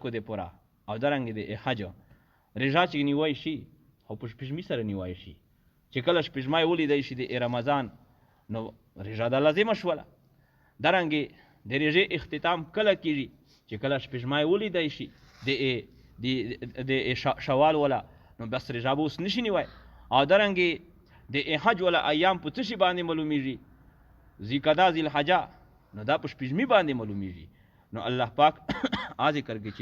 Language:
Pashto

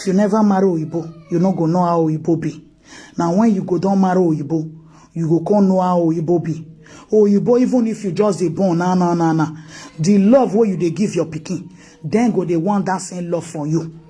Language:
Nigerian Pidgin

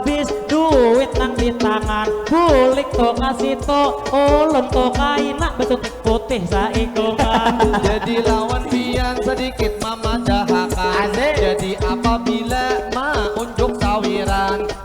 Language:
Banjar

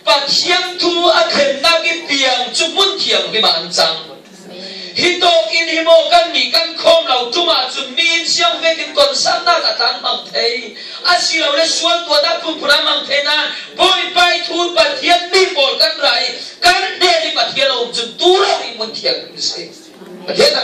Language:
Falam Chin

